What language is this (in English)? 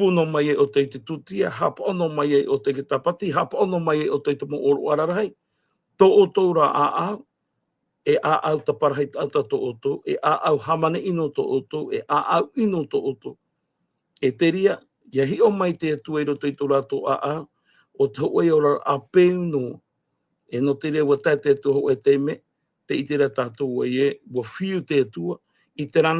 Tahitian